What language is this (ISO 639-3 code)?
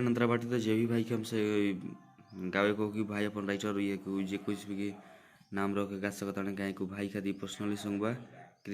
bho